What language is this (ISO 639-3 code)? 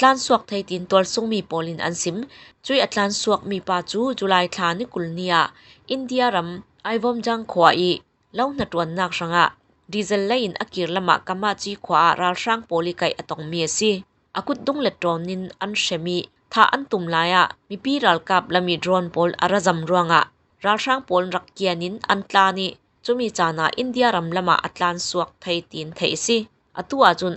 cfm